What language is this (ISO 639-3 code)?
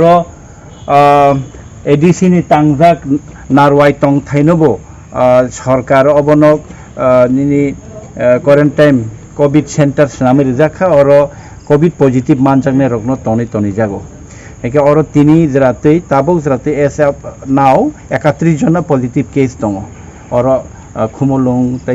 trp